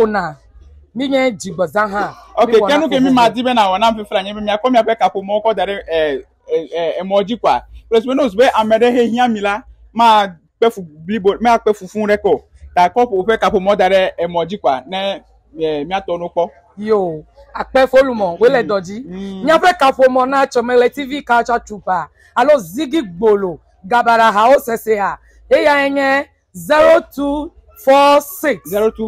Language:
Ewe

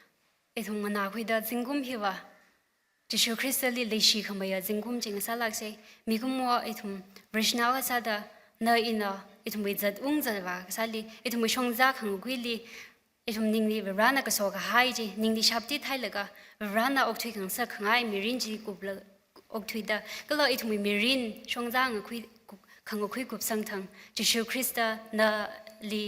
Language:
Tangkhul Naga (India)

